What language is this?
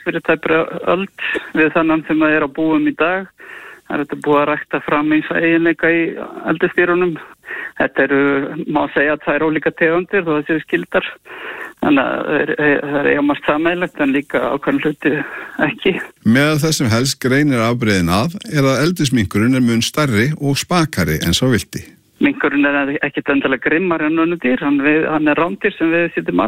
Icelandic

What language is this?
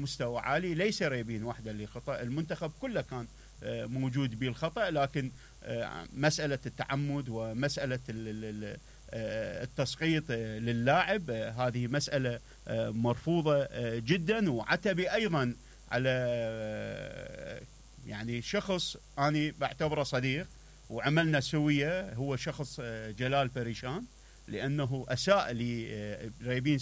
Mesopotamian Arabic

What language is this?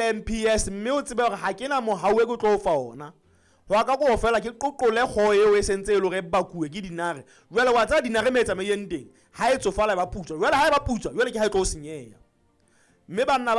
Southern Sotho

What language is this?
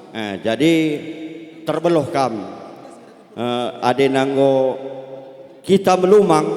Batak Karo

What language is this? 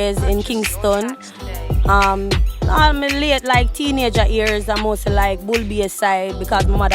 Jamaican Creole English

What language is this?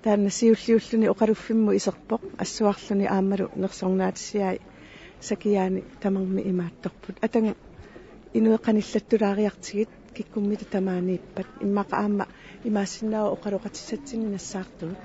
Kalaallisut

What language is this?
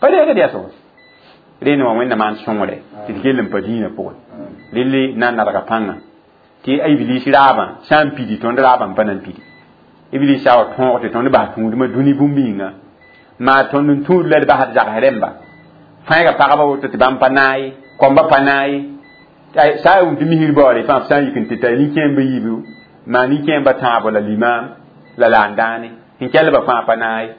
Mossi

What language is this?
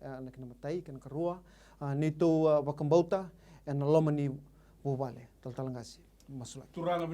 Fijian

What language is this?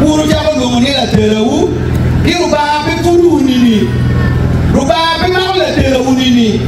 Acoli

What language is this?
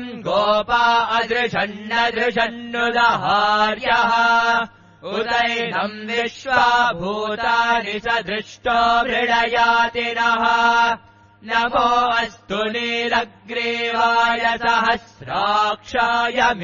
Sanskrit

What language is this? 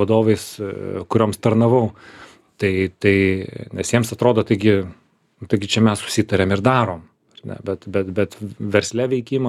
Lithuanian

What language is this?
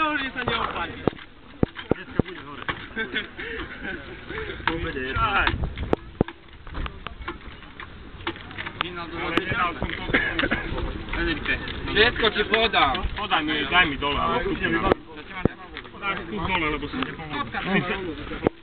Slovak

